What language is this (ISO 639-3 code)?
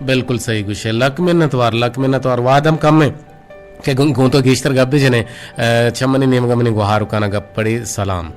bgp